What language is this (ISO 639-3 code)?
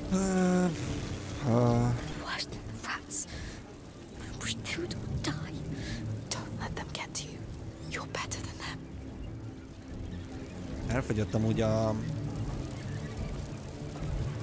hun